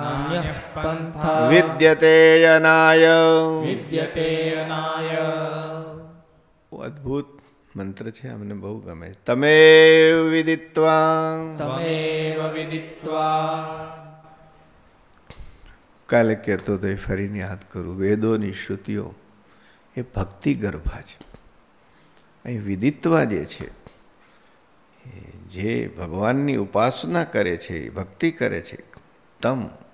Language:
Gujarati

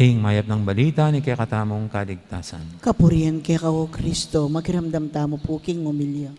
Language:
Pampanga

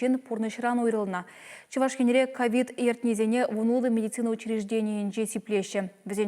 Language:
Chuvash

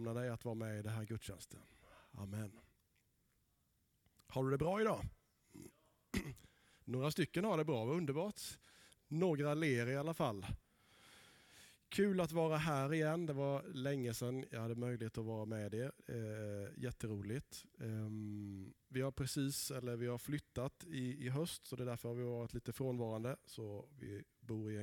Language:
Swedish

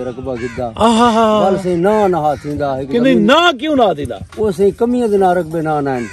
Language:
Saraiki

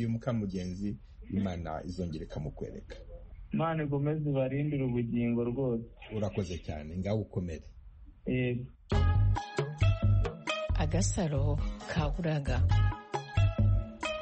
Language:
Kinyarwanda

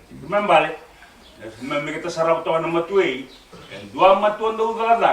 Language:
Fijian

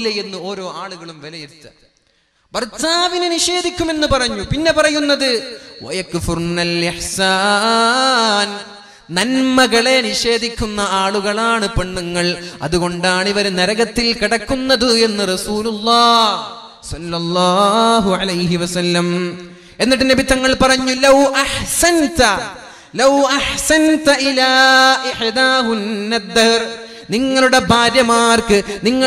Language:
Malayalam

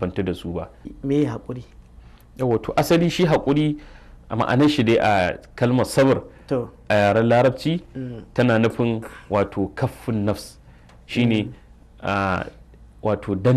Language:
Hausa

